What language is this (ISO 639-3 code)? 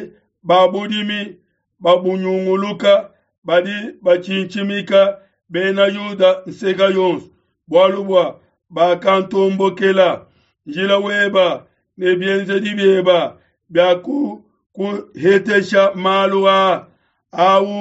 lua